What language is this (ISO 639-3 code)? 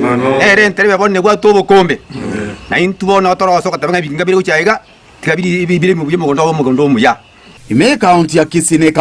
guz